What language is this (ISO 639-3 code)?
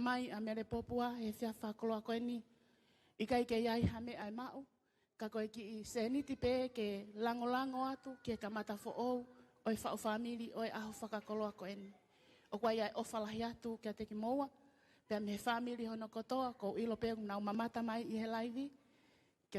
ton